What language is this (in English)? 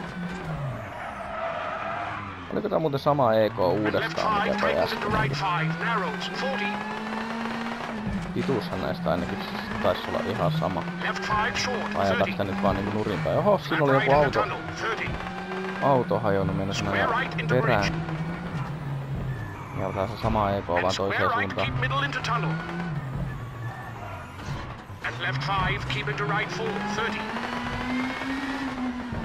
Finnish